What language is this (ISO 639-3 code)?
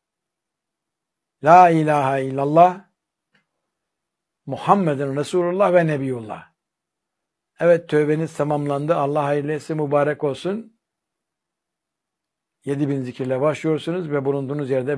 tur